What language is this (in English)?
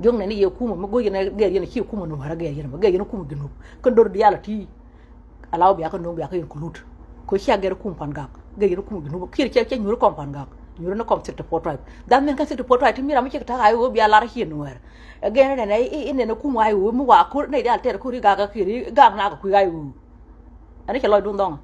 Nuer